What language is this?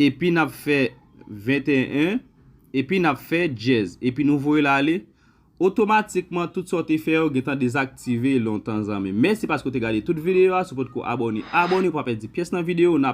Haitian Creole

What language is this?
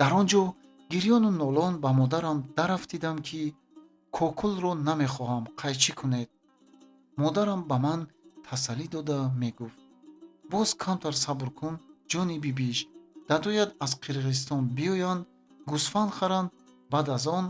Tajik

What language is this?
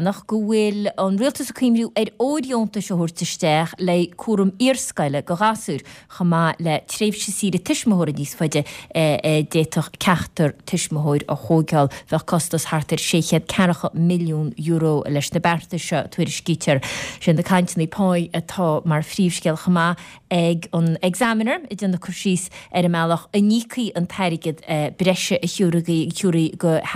Irish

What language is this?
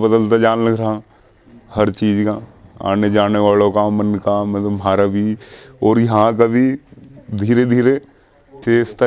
Hindi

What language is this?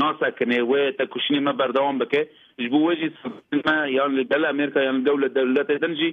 Kurdish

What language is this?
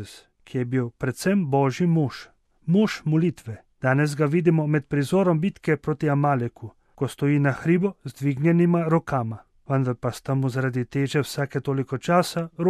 Slovenian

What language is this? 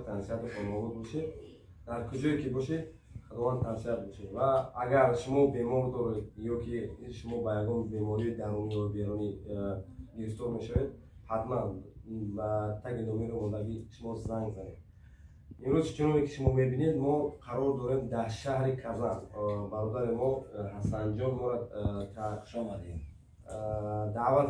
Tajik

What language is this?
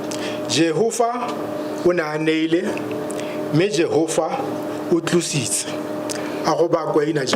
Tswana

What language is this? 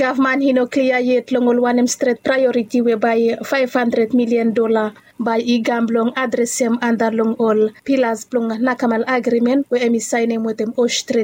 Bislama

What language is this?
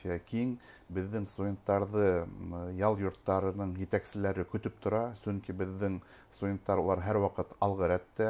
Bashkir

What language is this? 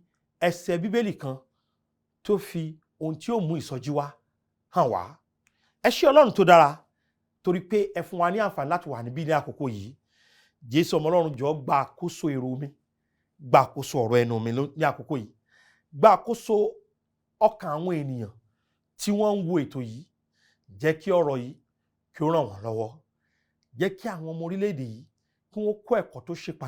Yoruba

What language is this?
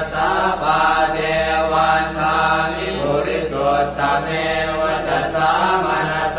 Pali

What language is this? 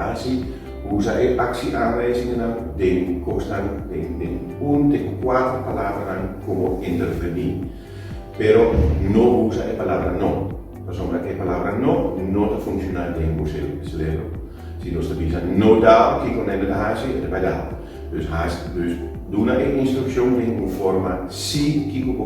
Papiamento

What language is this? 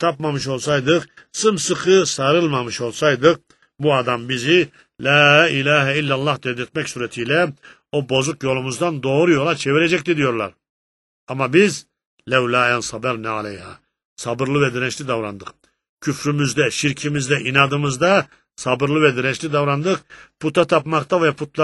Turkish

